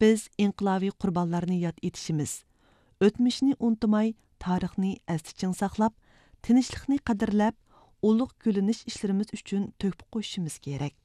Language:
Uyghur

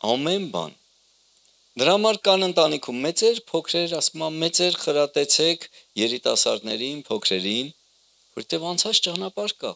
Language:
Armenian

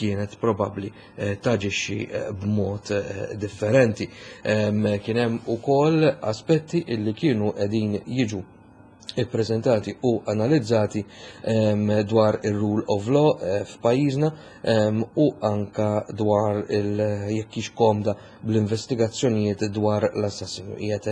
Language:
Maltese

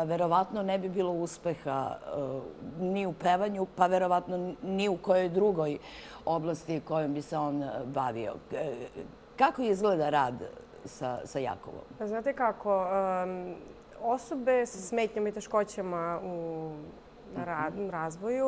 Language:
Serbian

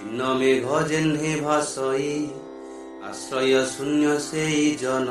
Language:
Odia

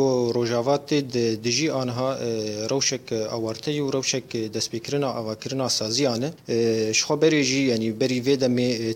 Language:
Kurdish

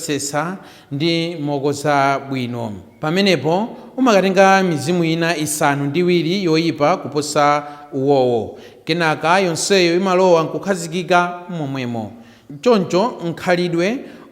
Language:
Nyanja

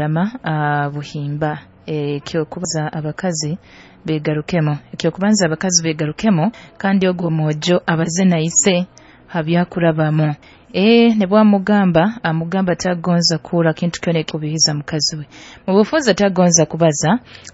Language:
Nyoro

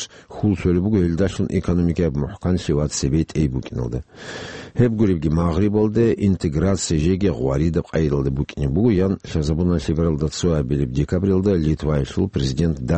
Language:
Avaric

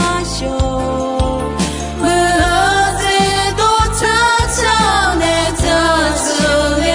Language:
Akha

